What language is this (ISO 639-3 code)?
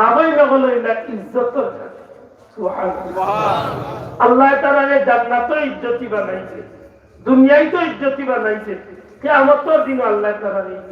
syl